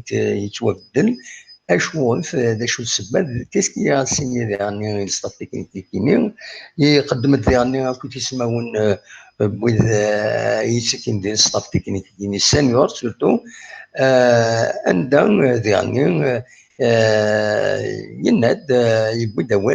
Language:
Kabyle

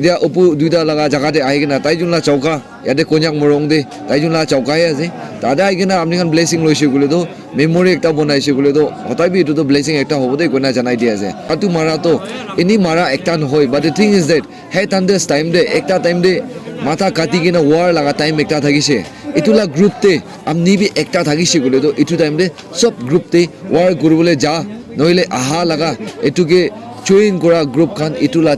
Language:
Naga Pidgin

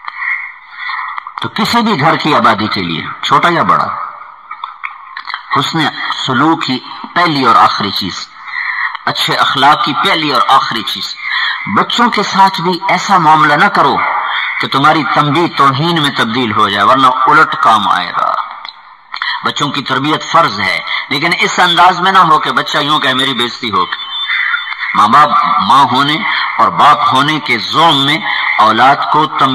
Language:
Urdu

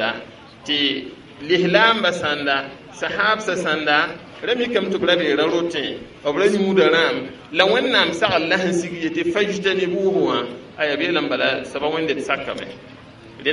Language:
Mossi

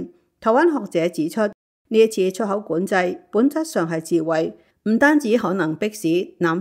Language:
Cantonese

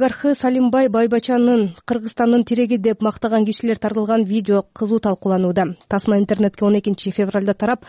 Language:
Kyrgyz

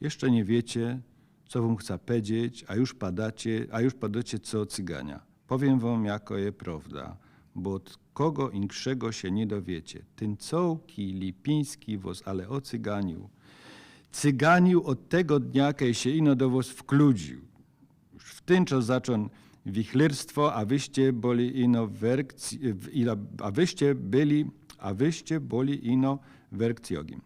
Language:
Silesian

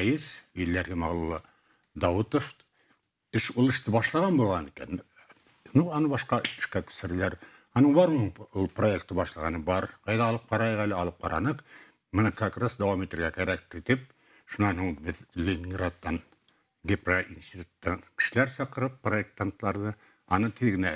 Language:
Bashkir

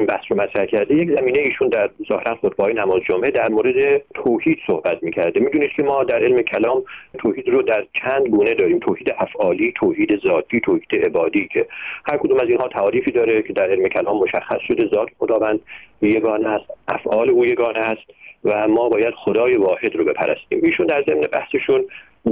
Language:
Persian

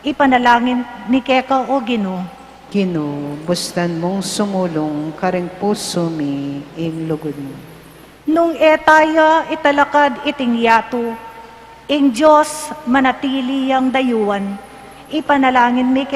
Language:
Pampanga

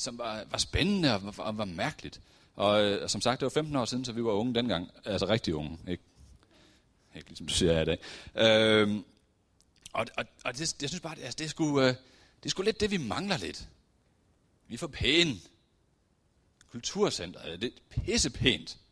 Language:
Danish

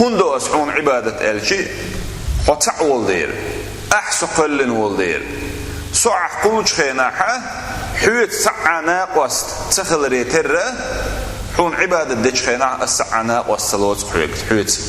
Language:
Chechen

